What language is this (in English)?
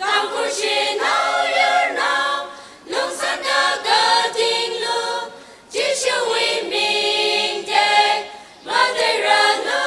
Tangkhul Naga (India)